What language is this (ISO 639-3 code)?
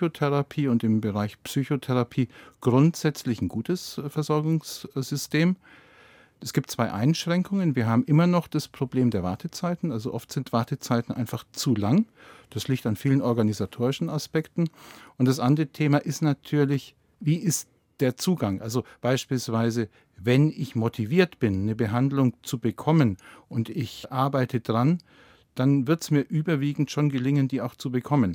deu